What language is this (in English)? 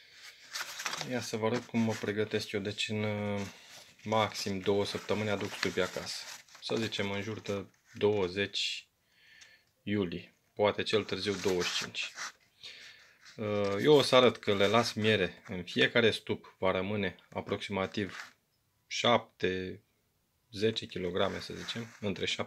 Romanian